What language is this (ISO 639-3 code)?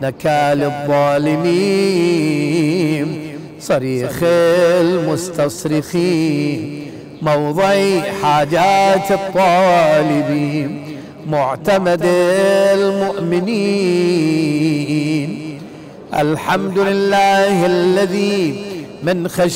ara